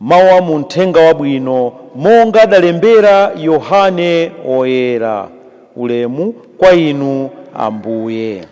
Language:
Nyanja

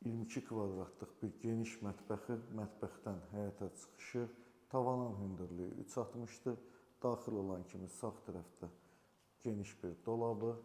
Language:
Azerbaijani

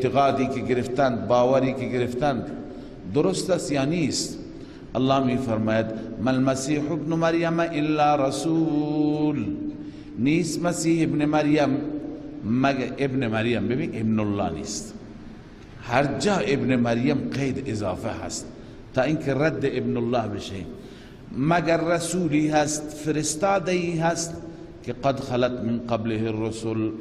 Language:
Persian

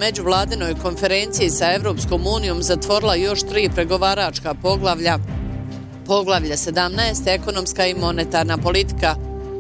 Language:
Bosnian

